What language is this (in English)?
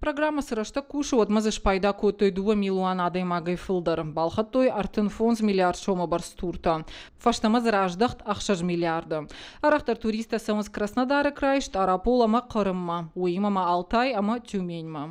Ossetic